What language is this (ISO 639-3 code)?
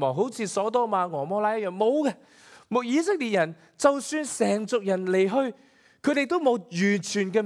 yue